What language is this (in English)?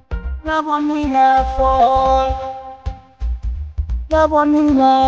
Bhojpuri